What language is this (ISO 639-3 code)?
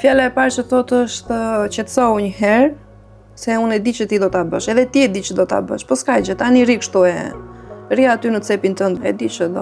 sqi